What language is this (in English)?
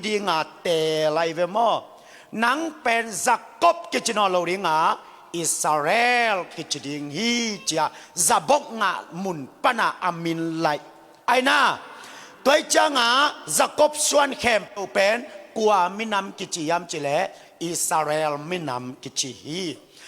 Tedim Chin